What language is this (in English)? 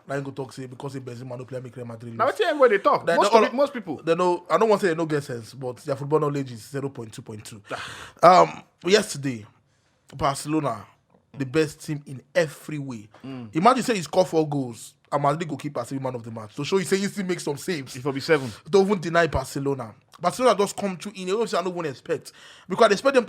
Nigerian Pidgin